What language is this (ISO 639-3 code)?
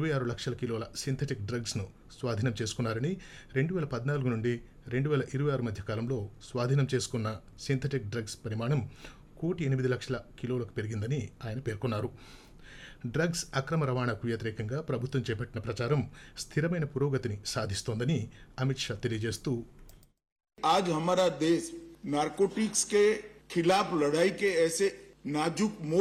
tel